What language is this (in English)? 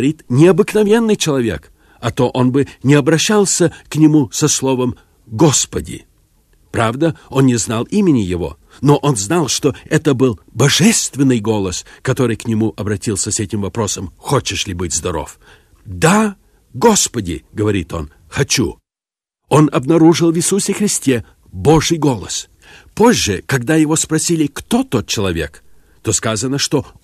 Russian